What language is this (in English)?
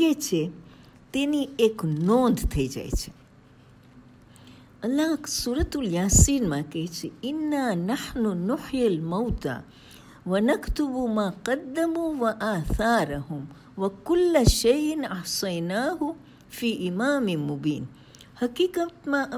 Gujarati